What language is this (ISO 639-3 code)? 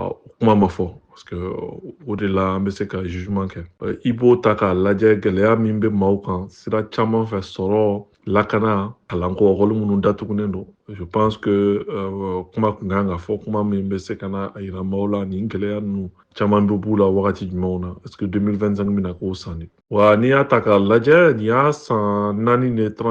bam